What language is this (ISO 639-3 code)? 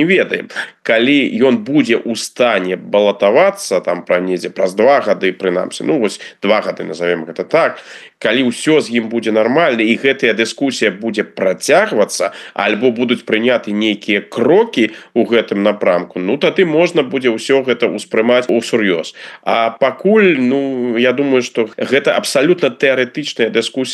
bel